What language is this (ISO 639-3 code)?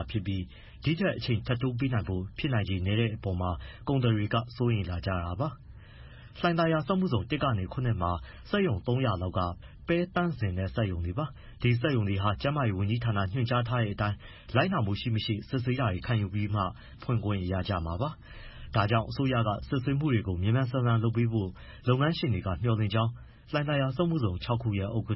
mya